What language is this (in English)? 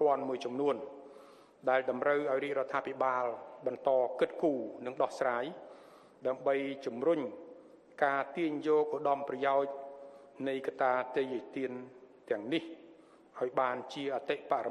Khmer